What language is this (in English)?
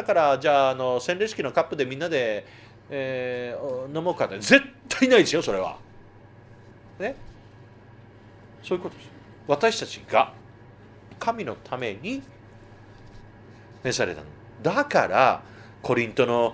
Japanese